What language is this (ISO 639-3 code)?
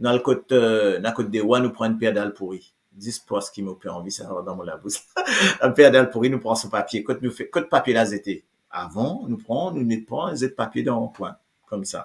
mfe